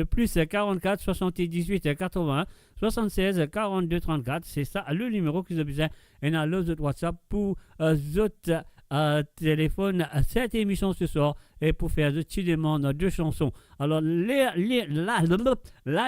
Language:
Morisyen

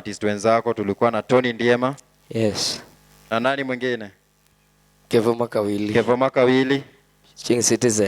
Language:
Luo (Kenya and Tanzania)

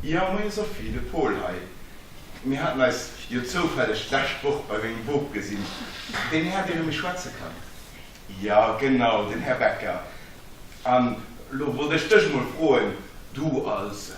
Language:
Luxembourgish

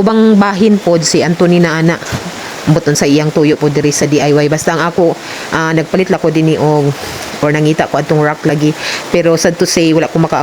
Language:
Cebuano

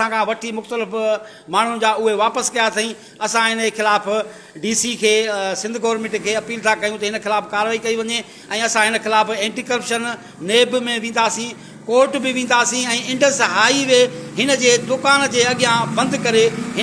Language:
Sindhi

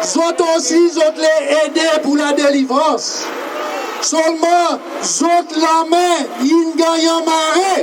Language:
Seselwa Creole French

